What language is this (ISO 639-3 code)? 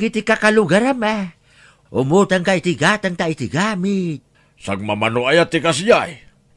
ilo